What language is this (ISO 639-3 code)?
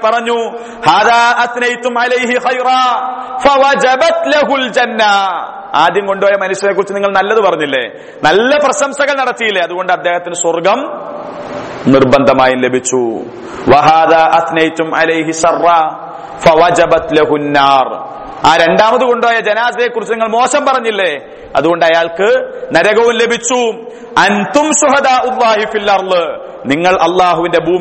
mal